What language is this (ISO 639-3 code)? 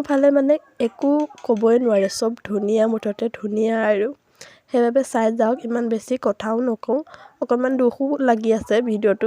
asm